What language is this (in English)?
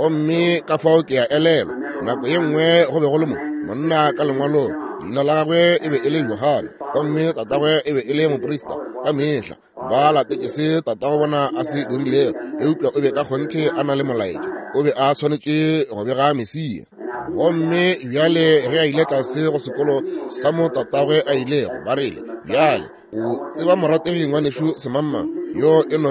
Northern Sotho